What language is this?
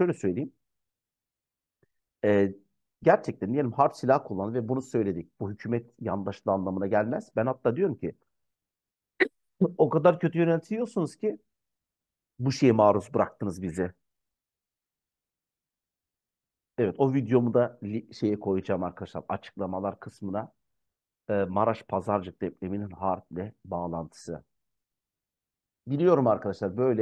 Turkish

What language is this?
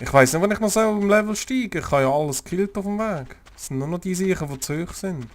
Swiss German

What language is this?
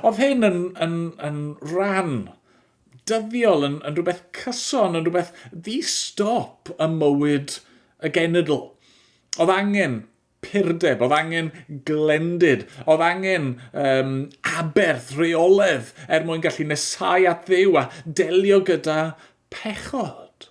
Welsh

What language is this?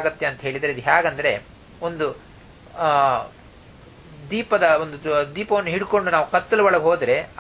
Kannada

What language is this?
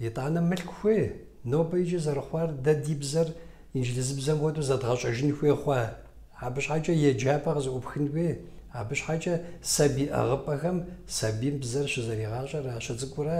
Kabardian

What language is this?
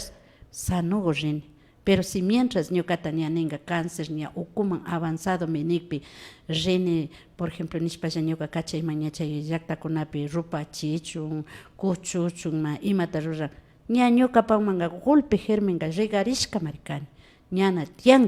Imbabura Highland Quichua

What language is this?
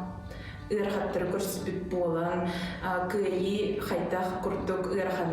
Yakut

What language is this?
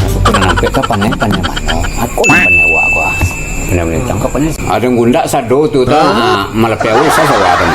Minangkabau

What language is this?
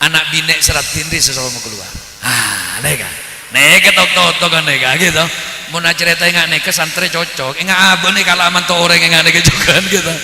Madurese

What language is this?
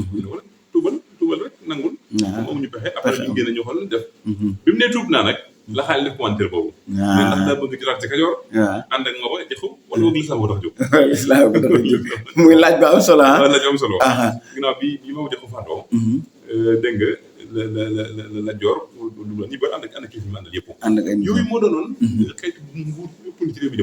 Wolof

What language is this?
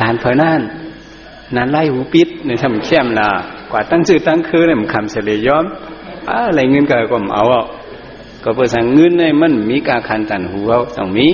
Shan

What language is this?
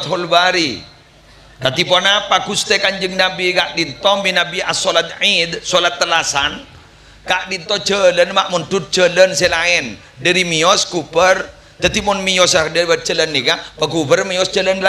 Madurese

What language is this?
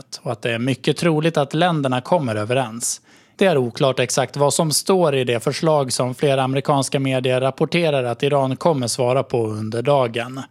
Swedish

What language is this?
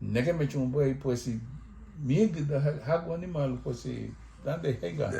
Garifuna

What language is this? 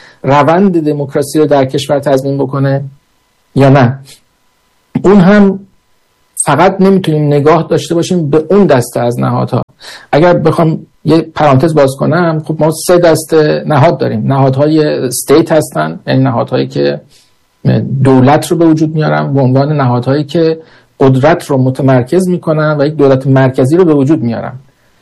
Persian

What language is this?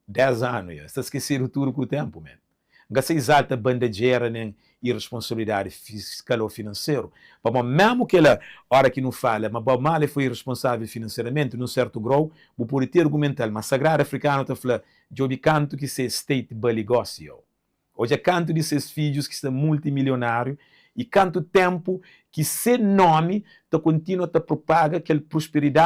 Kabuverdianu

